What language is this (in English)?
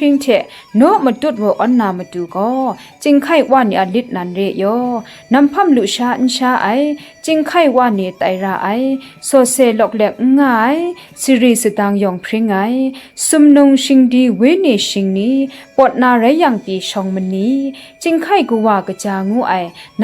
Kachin